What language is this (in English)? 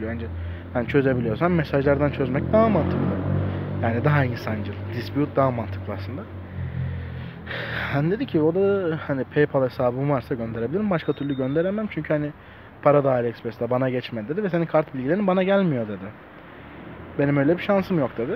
Turkish